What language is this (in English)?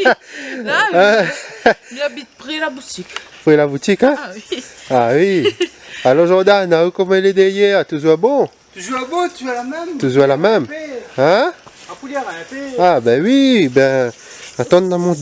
Réunion Creole French